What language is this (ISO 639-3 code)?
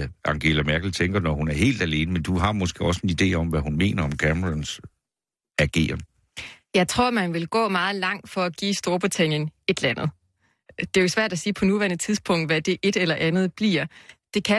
dan